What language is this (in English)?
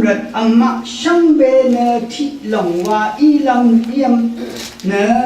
Rawang